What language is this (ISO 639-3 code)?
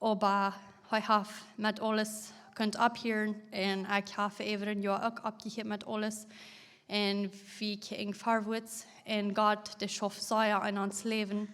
pdt